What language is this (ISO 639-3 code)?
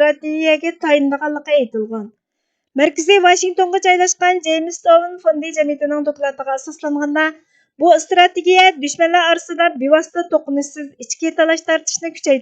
uig